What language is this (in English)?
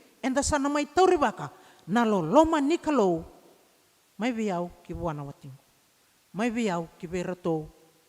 Fijian